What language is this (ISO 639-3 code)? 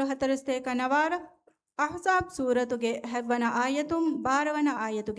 div